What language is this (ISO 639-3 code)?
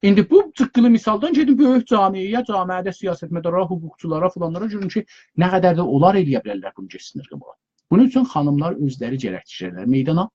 azb